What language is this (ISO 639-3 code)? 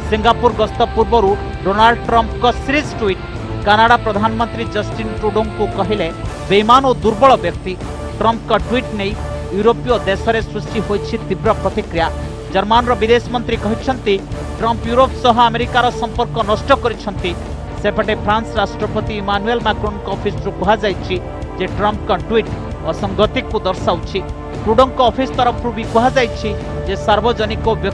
ori